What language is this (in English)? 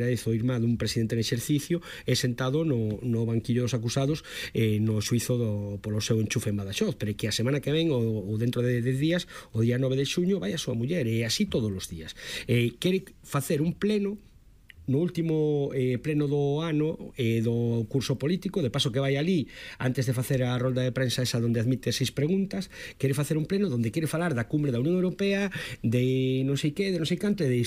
Galician